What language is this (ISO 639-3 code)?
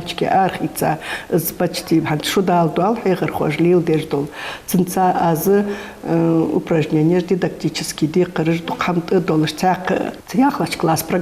inh